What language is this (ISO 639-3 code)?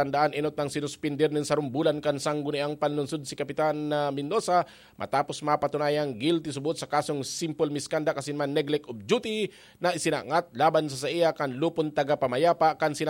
bik